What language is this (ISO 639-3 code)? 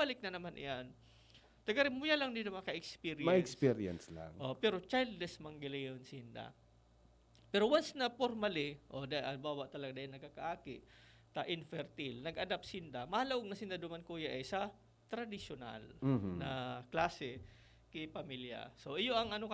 bik